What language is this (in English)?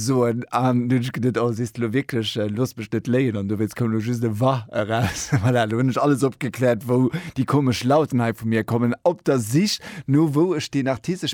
Luxembourgish